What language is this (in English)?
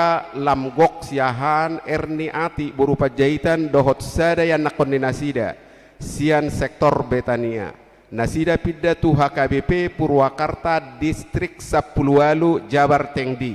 Batak Toba